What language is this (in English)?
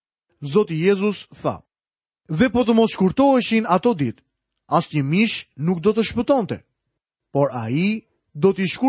Albanian